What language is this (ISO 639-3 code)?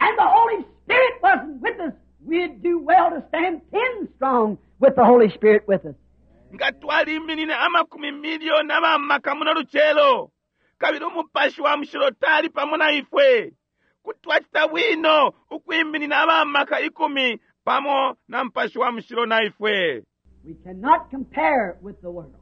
bem